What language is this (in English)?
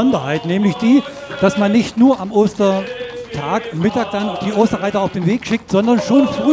Upper Sorbian